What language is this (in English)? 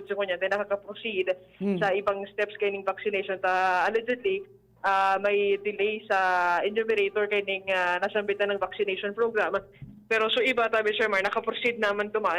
Bikol